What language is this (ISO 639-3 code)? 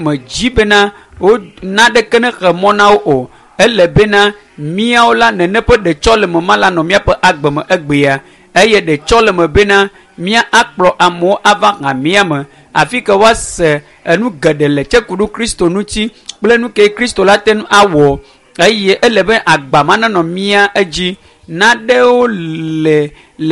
ewe